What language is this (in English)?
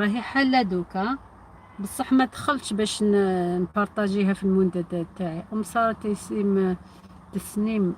Algerian Arabic